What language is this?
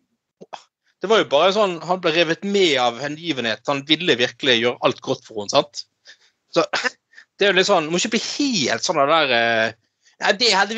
Norwegian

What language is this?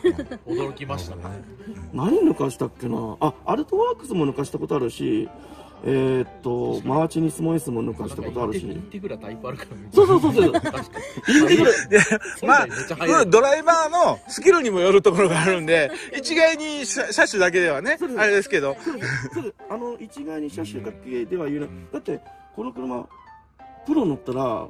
Japanese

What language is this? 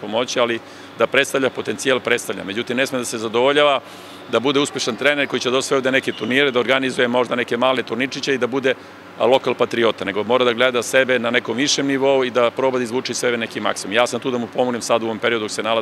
Serbian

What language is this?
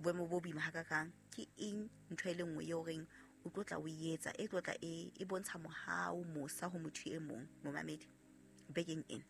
Southern Sotho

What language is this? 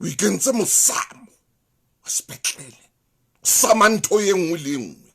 Southern Sotho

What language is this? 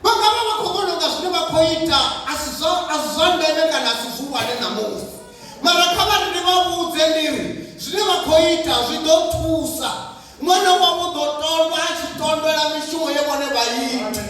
Venda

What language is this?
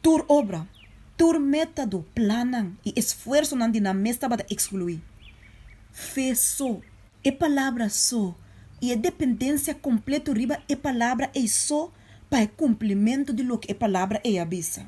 Papiamento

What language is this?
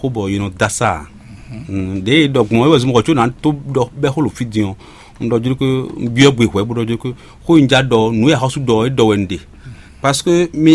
Fon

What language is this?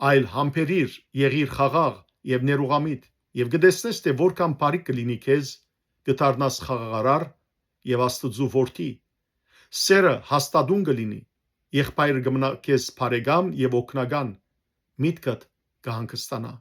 Western Armenian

